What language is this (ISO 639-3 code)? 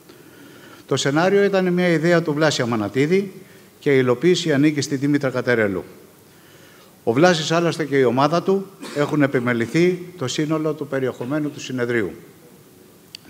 ell